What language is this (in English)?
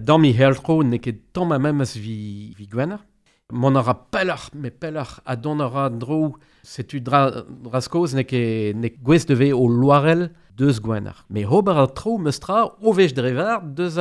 Breton